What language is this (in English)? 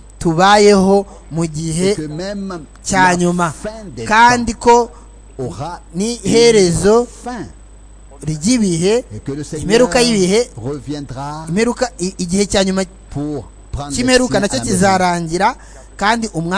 Kinyarwanda